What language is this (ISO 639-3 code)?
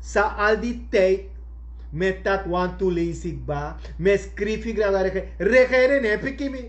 srn